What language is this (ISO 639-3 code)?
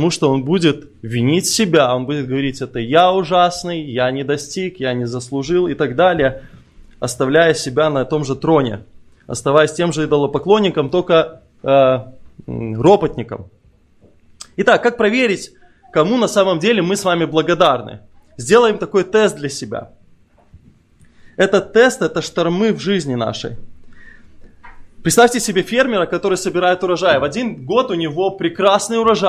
rus